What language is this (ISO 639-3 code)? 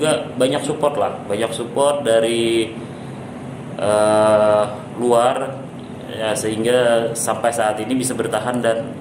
ind